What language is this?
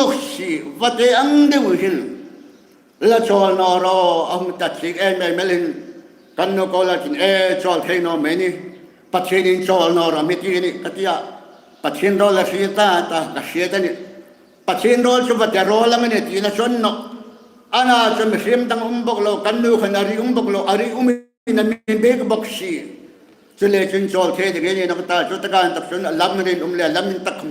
Hmar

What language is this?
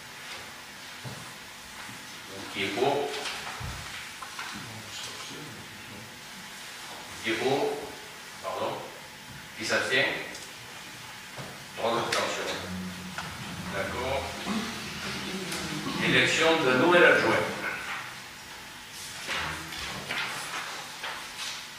French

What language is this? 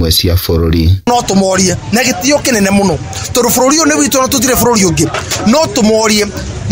Kikuyu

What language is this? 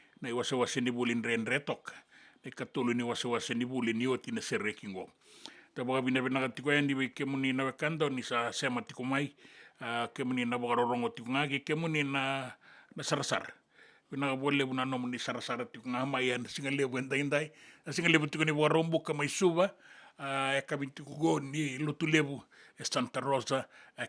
Fijian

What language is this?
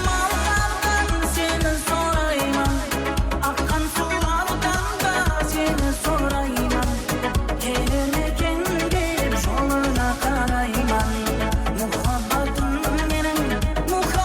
Kara-Kalpak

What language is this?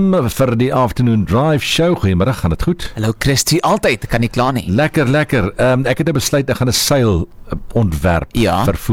Afrikaans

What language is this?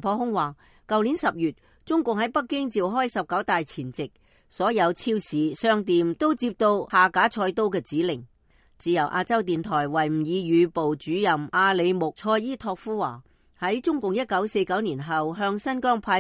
Cantonese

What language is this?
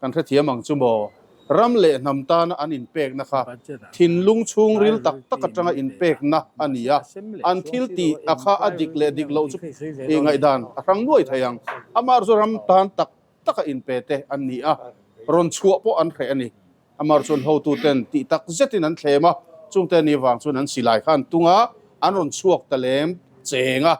Mizo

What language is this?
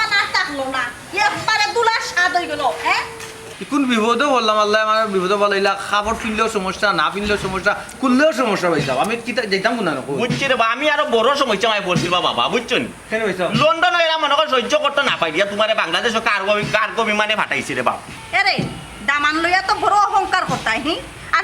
Sylheti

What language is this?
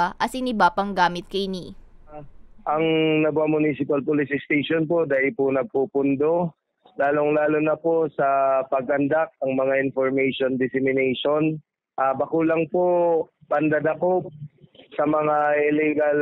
Bikol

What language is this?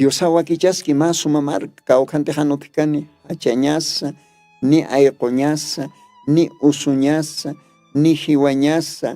Aymara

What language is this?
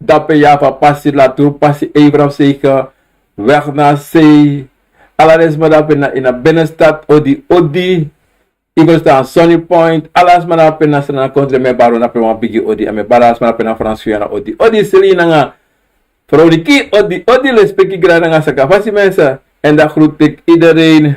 Sranan Tongo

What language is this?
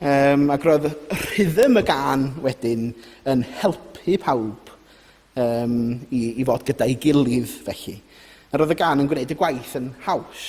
Welsh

